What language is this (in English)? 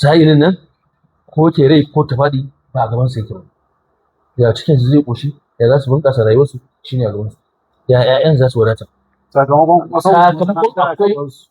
Hausa